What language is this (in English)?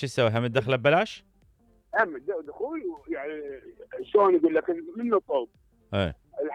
Mesopotamian Arabic